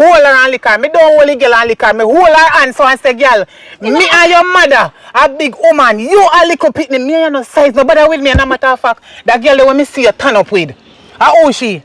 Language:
Jamaican Creole English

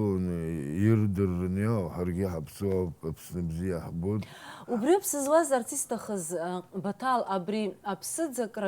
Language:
Abkhazian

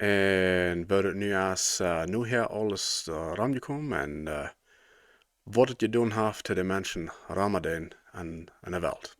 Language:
Plautdietsch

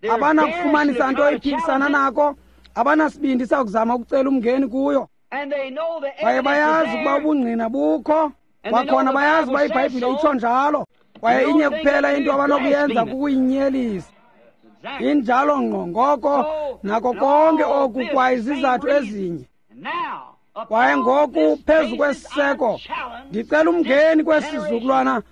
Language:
Xhosa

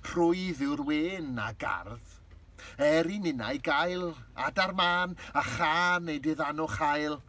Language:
Welsh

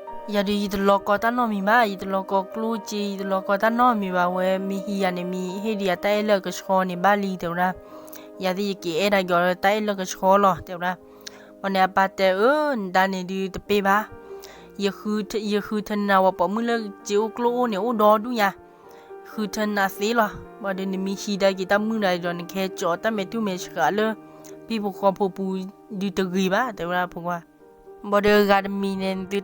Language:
S'gaw Karen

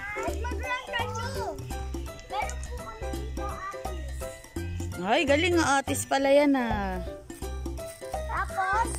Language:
Filipino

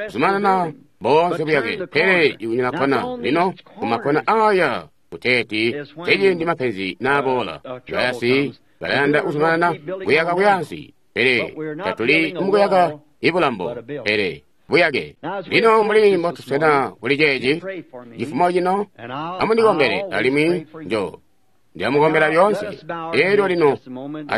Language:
Tonga (Zambia)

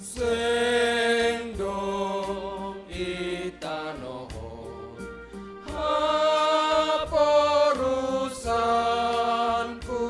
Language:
Batak Simalungun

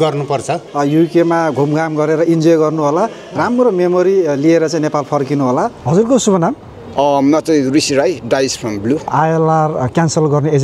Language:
Nepali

